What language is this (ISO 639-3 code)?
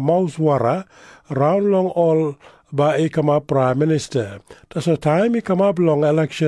tpi